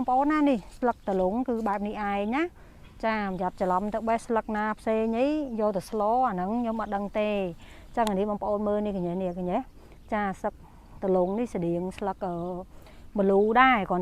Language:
Khmer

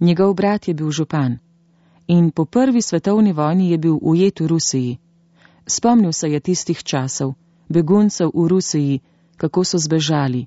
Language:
Slovenian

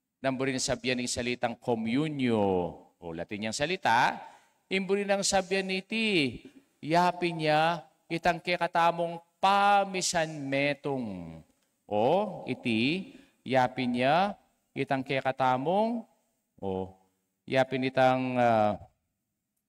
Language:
Pampanga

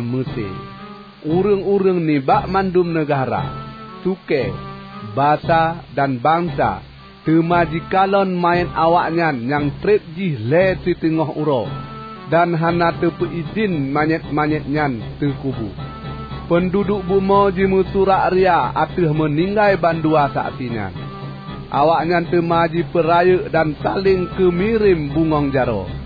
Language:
Achinese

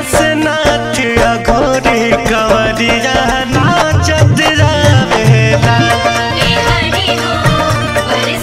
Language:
Bhojpuri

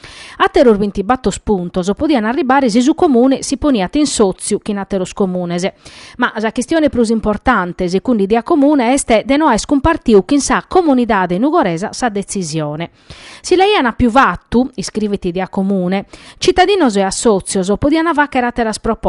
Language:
Sardinian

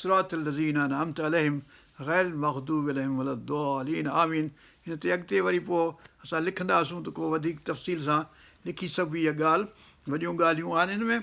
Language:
Sindhi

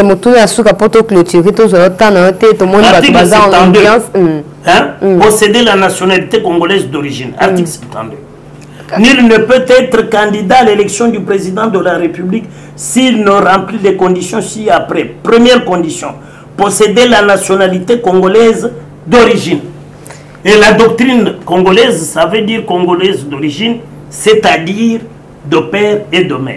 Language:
French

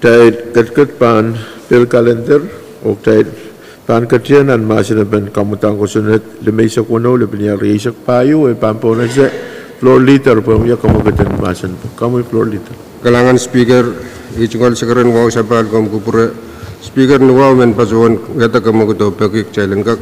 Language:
Pohnpeian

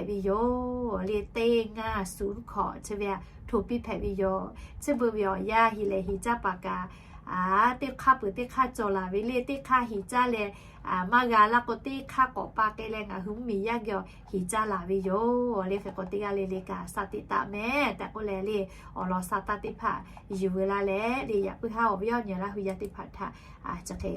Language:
Lahu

